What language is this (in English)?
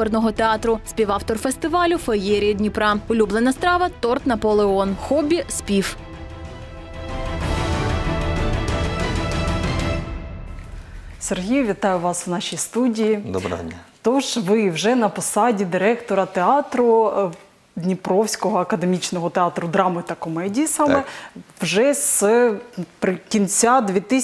Ukrainian